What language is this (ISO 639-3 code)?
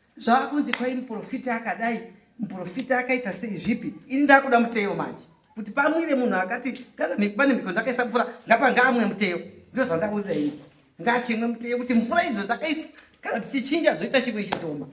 sna